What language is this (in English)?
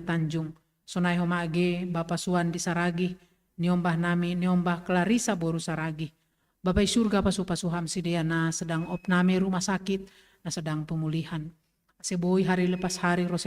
Batak Simalungun